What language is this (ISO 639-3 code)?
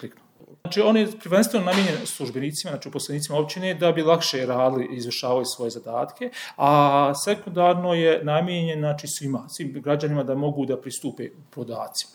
bos